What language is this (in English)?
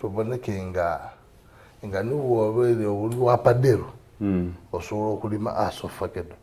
Soga